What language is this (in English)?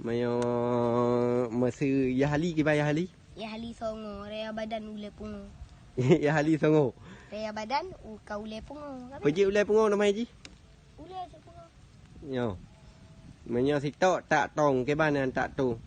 Achinese